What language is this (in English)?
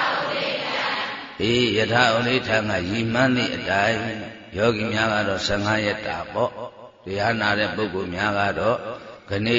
Burmese